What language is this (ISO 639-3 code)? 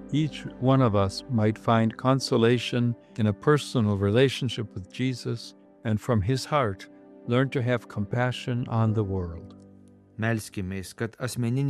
lit